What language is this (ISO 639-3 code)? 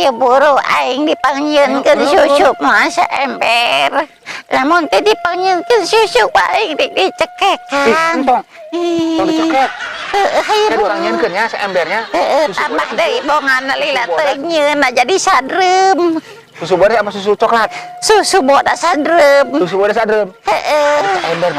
sun